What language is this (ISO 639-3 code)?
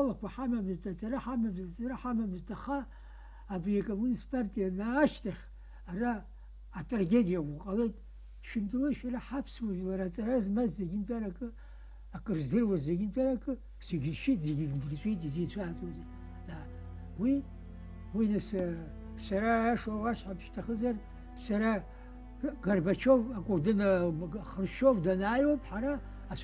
abk